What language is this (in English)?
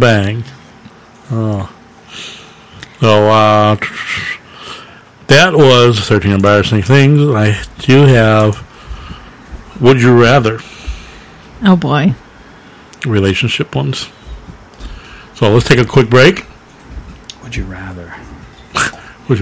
English